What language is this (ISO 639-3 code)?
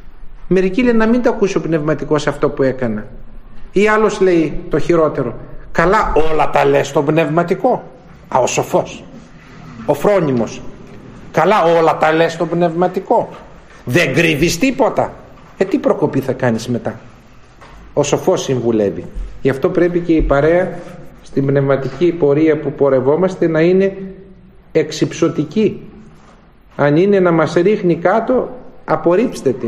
ell